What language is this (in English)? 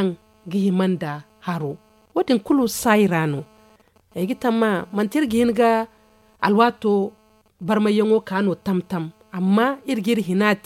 Zarma